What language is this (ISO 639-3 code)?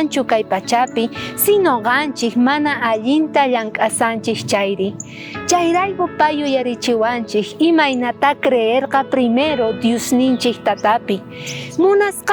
quh